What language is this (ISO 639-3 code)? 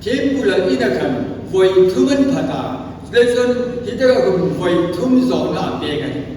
hmr